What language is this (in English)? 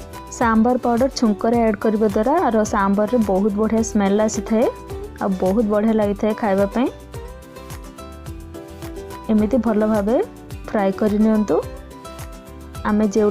Odia